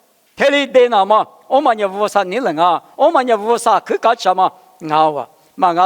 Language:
Lisu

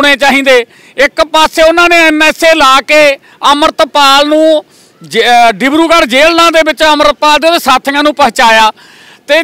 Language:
Punjabi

